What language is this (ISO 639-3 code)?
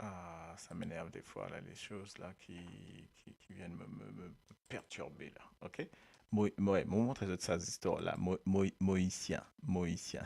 mfe